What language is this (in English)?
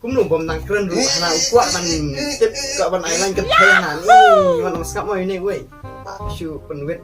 Khasi